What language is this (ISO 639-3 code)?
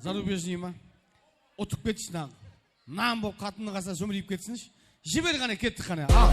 kaa